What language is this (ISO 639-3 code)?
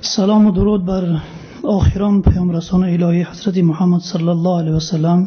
tgk